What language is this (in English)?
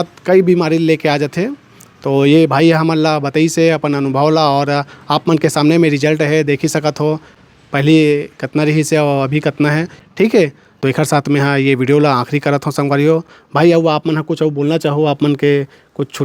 Chhattisgarhi